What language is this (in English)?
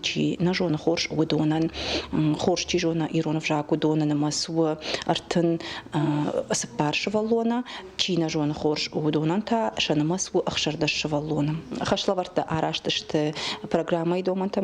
Ossetic